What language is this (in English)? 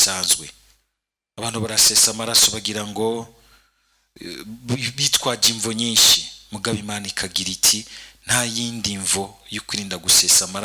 Rundi